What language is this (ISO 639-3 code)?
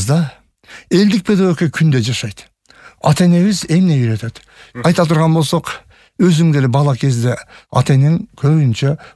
kir